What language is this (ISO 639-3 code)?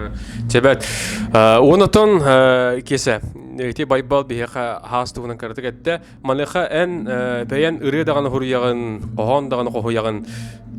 sah